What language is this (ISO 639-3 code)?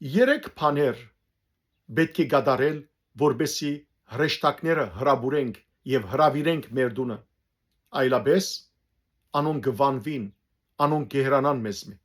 hyw